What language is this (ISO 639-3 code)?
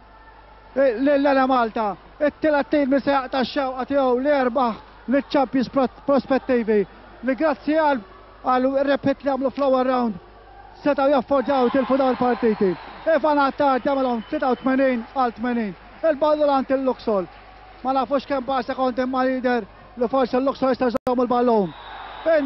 mlt